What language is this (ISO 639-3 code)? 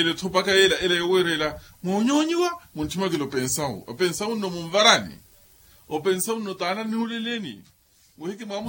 vmw